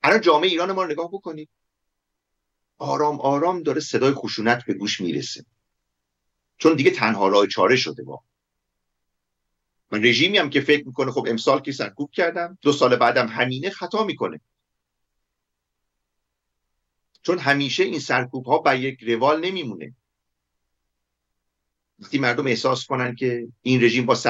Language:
Persian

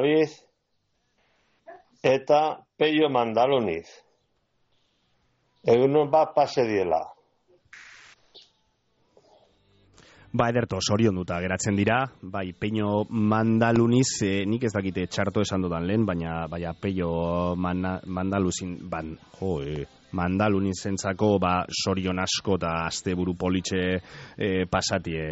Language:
Basque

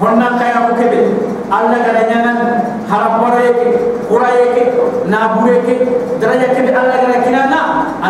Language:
Soninke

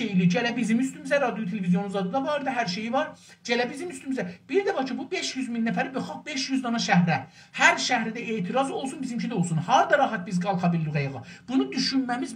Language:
South Azerbaijani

